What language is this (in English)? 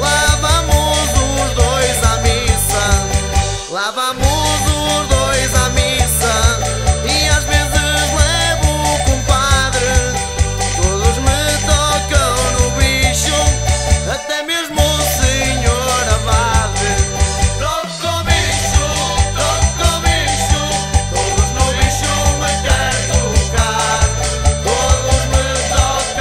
Portuguese